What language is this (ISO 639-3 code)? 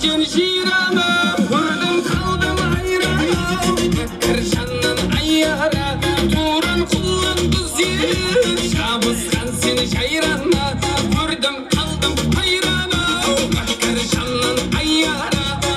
kaz